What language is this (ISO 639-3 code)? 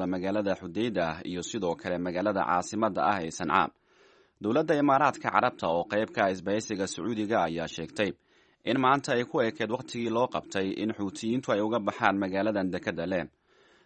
som